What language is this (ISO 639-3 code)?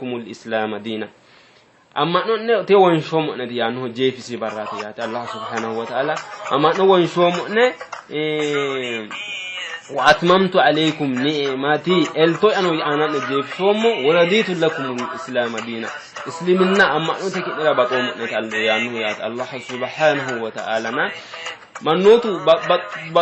sid